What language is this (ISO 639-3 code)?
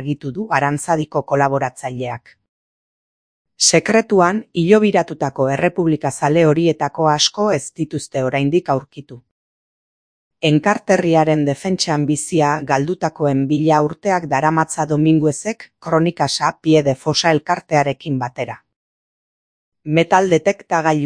eus